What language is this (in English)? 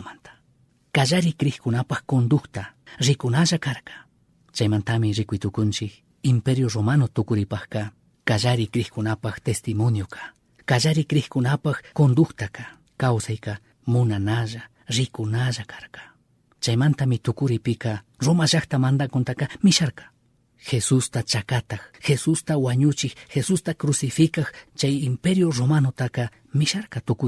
Chimborazo Highland Quichua